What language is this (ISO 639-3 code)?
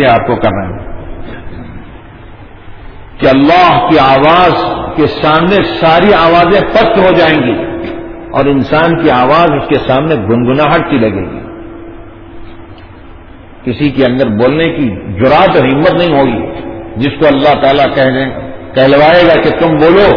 urd